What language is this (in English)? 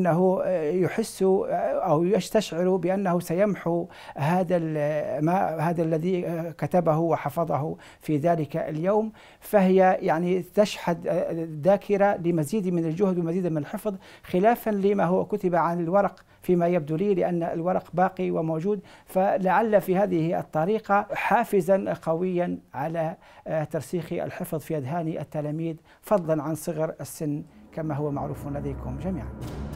Arabic